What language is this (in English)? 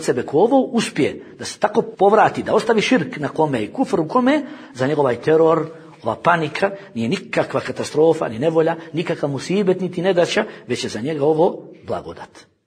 Bosnian